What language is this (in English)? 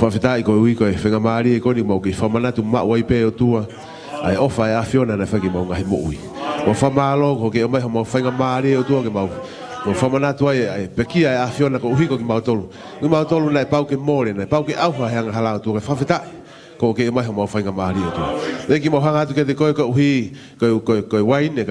Tongan